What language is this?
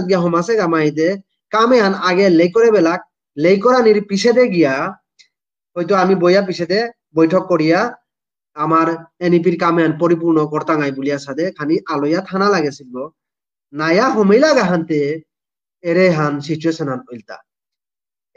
Bishnupriya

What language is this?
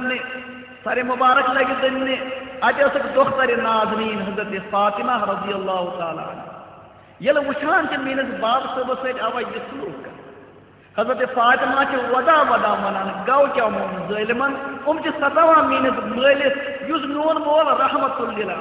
Kashmiri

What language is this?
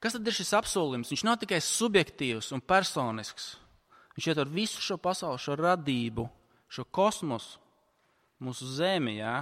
Latvian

